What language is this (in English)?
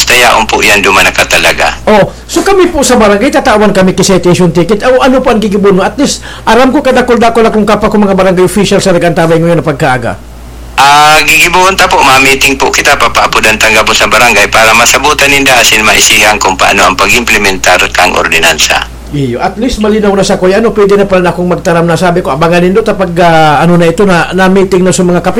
Bikol